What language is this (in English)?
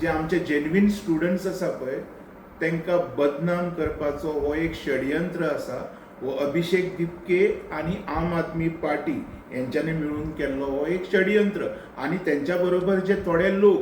Konkani